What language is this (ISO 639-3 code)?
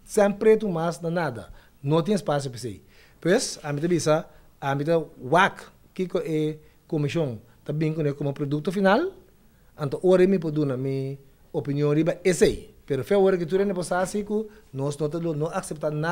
pap